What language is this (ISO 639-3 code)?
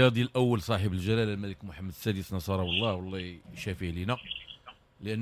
ary